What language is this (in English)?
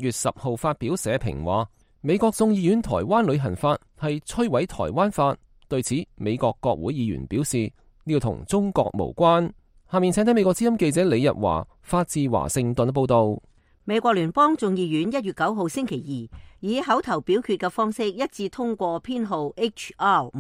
Cantonese